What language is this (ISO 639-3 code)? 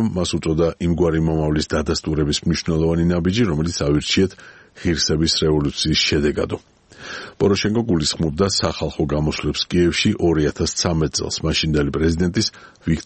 kat